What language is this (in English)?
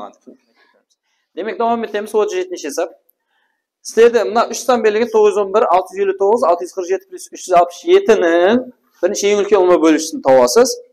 Kara-Kalpak